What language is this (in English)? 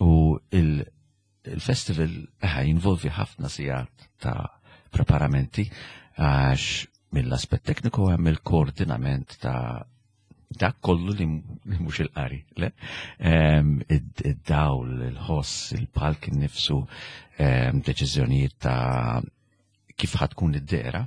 Maltese